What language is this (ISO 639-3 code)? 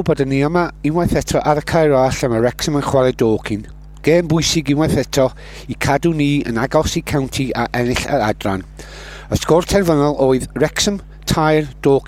cym